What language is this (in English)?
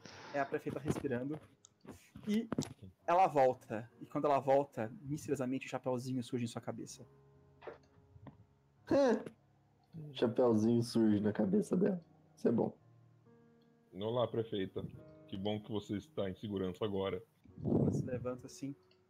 Portuguese